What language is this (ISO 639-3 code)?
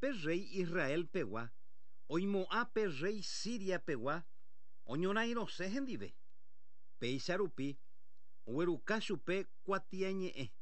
grn